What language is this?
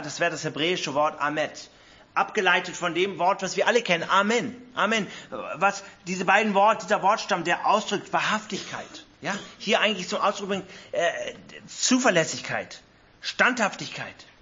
German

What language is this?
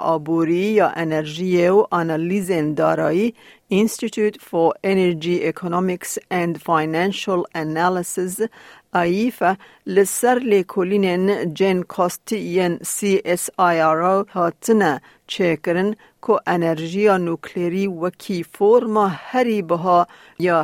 Kurdish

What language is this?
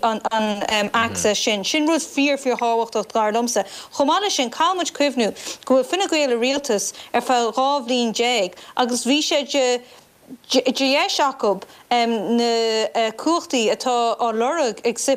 Irish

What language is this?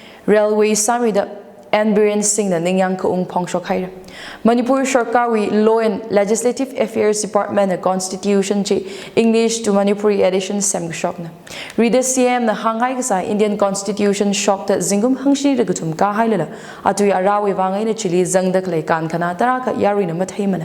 Tangkhul Naga (India)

